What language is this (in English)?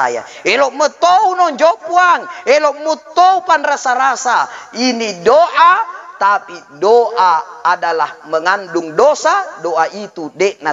Buginese